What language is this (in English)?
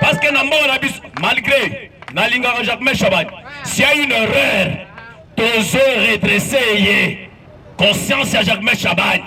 Lingala